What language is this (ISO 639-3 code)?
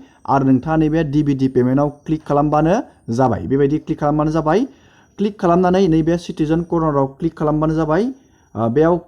brx